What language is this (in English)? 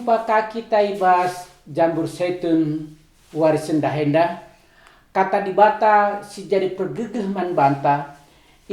Batak Karo